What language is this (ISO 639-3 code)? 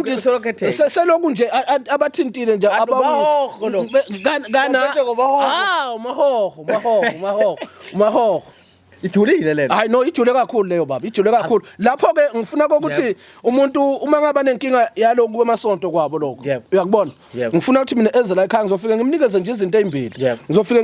zul